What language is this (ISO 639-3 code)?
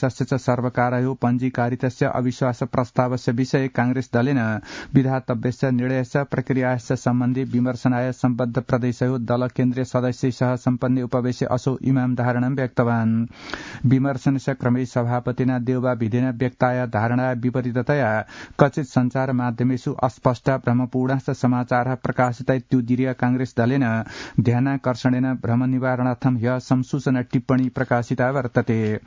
san